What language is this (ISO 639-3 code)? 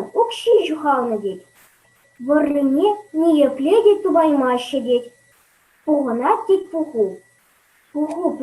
chv